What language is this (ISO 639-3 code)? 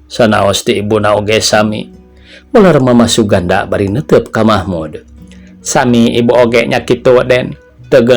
sun